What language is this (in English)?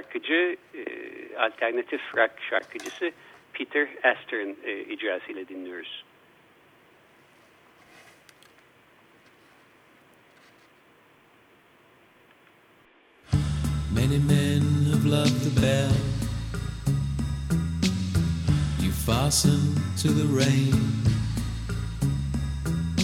Turkish